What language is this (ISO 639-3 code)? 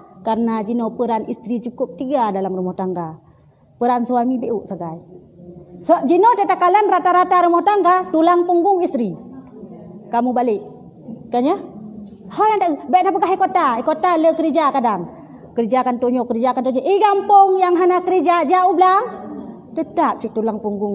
ace